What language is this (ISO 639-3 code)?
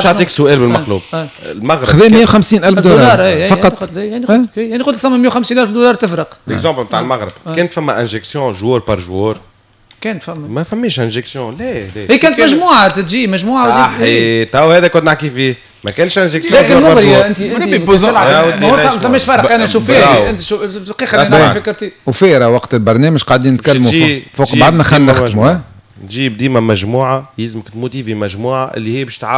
aeb